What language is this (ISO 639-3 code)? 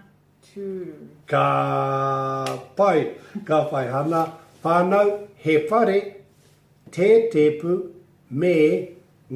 mri